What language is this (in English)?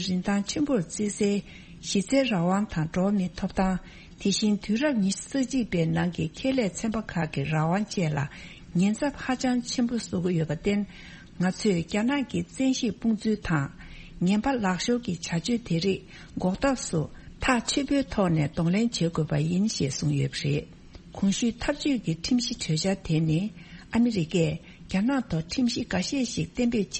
Tibetan